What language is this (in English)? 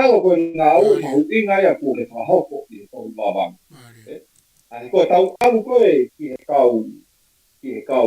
Tongan